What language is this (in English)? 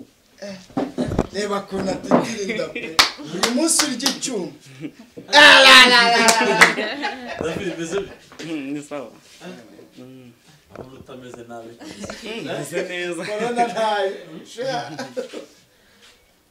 Kinyarwanda